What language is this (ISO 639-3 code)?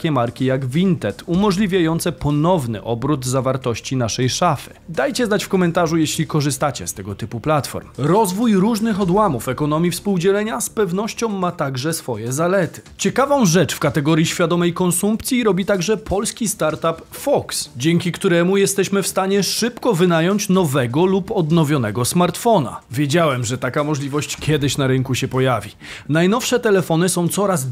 pol